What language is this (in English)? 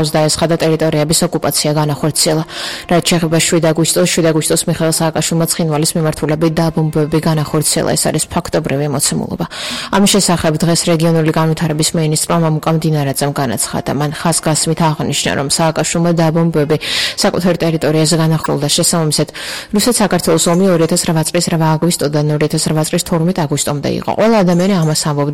Georgian